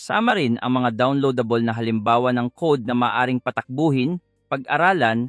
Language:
Filipino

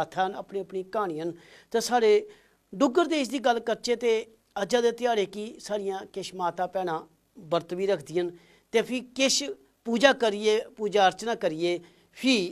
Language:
Dogri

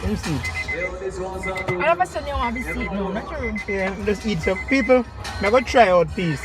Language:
Jamaican Creole English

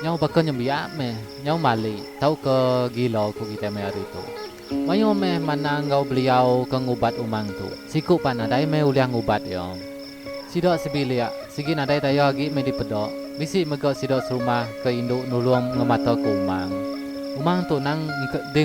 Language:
Iban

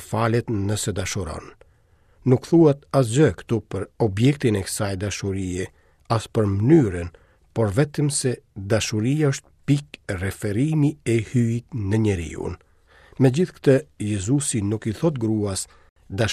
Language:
Albanian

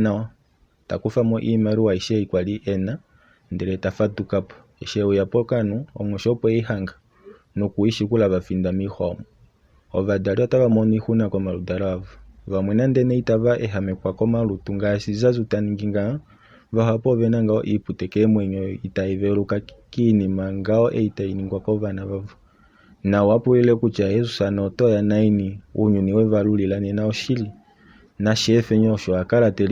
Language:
Kuanyama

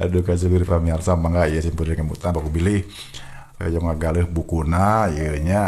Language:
Sundanese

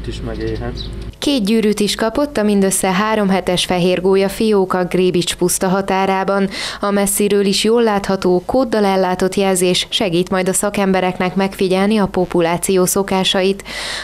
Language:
Hungarian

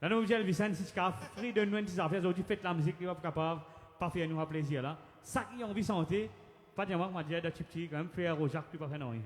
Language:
Morisyen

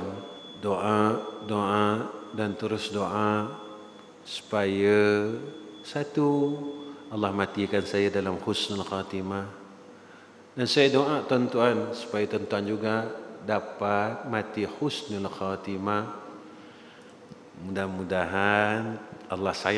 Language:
Malay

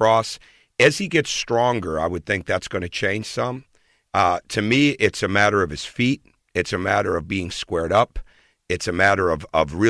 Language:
English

